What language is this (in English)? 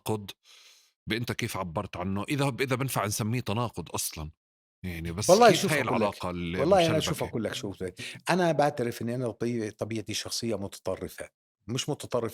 North Levantine Arabic